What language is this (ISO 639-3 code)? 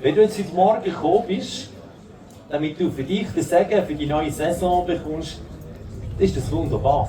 gsw